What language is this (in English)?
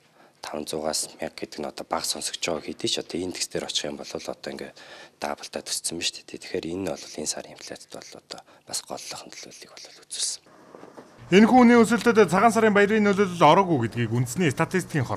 Mongolian